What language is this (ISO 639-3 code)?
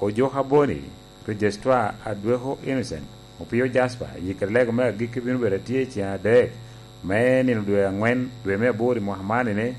laj